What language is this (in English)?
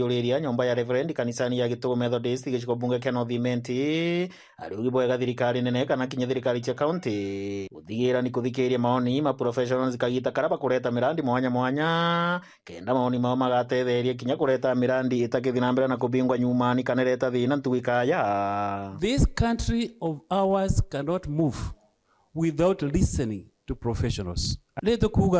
Meru